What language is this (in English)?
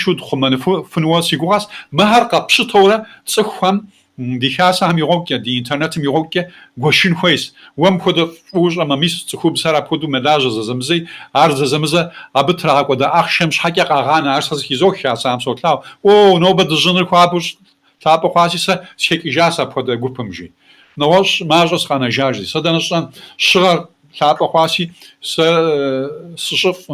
Kabardian